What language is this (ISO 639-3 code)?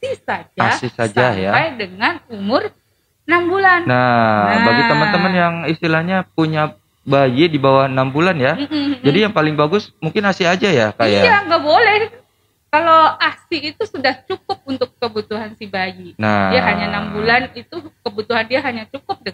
ind